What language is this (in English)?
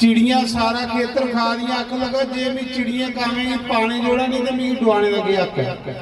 Dogri